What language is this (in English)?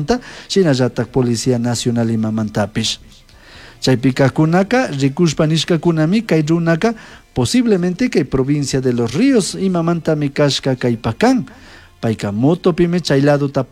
Chimborazo Highland Quichua